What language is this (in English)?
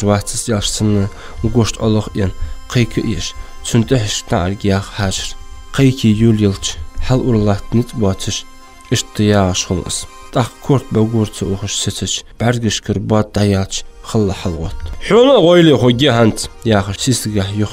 Ingush